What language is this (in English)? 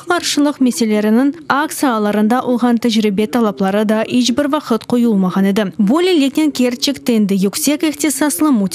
Crimean Tatar